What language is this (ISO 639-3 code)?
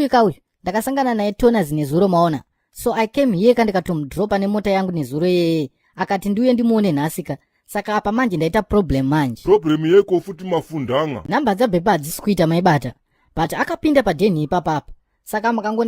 sna